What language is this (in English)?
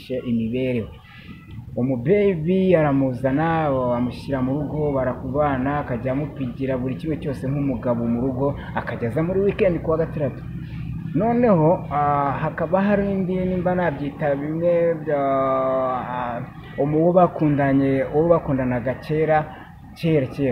Kinyarwanda